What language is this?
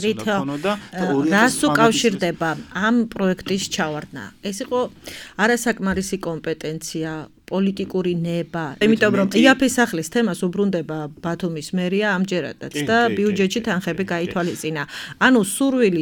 Georgian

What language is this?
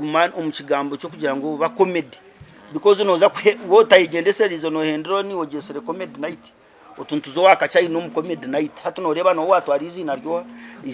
Nyankole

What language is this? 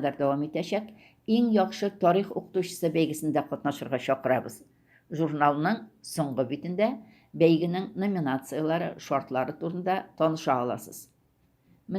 Tatar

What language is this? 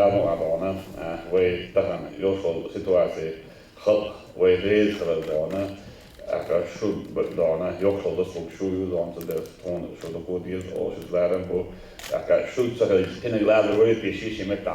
Chechen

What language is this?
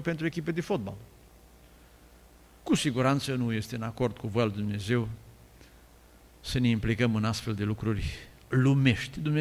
Romanian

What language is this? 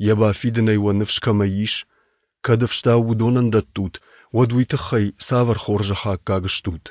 Ossetic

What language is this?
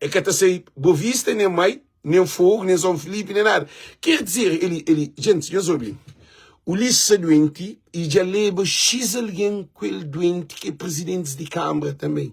Kabuverdianu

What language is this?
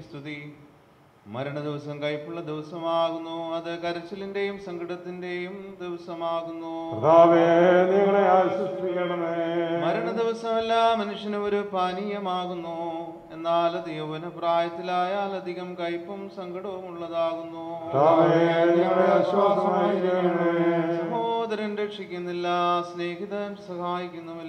Malayalam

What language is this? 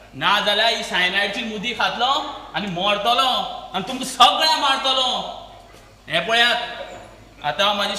Konkani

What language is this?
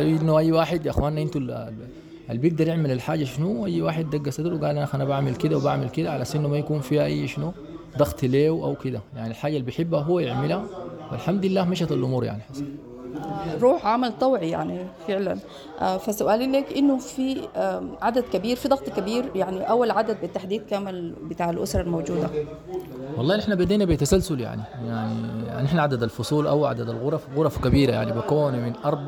Sudanese Arabic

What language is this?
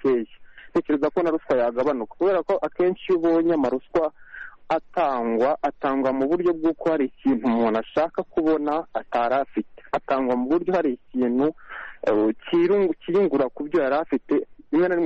Kinyarwanda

